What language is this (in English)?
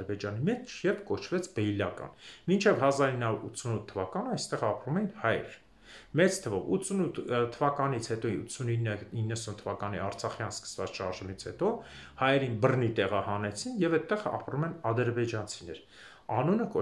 Armenian